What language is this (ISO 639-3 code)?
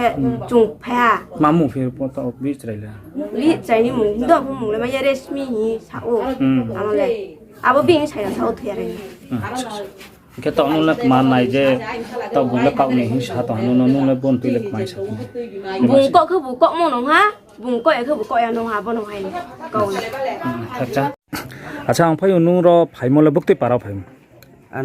ria